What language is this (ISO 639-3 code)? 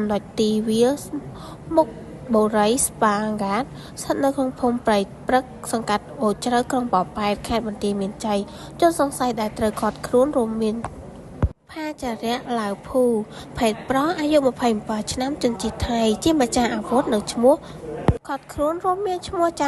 khm